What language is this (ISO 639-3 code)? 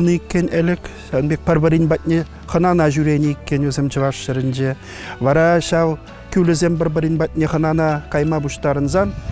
chv